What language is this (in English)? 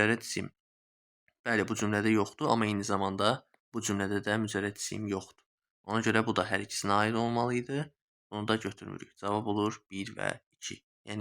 Azerbaijani